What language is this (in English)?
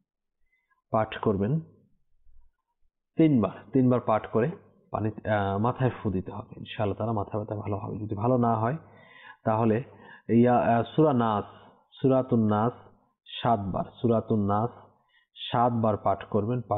Bangla